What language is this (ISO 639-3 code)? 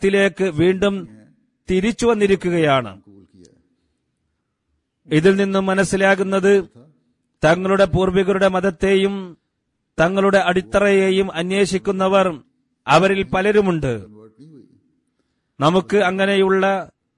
mal